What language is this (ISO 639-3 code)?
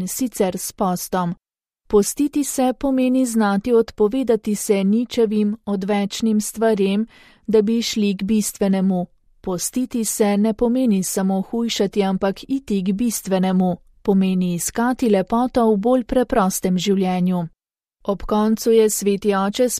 slv